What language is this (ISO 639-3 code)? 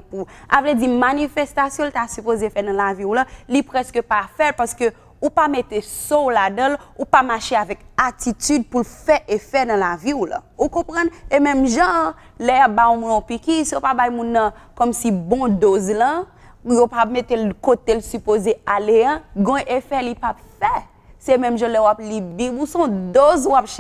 hat